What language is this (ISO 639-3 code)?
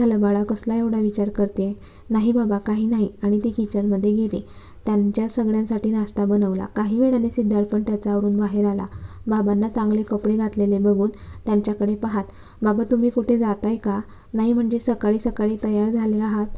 mar